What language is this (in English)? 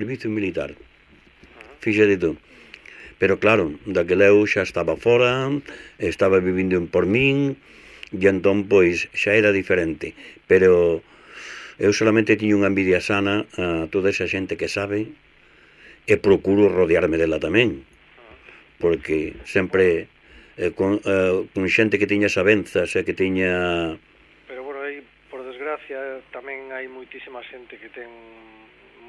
Galician